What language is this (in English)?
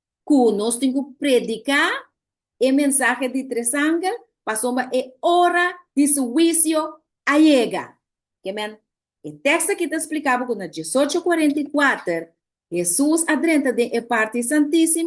Papiamento